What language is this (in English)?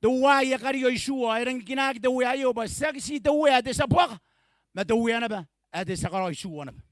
Gilbertese